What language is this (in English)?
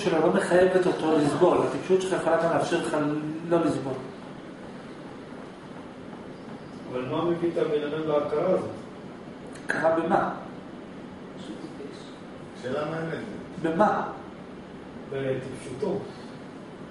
Hebrew